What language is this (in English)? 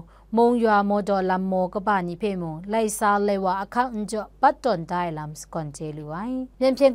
Kachin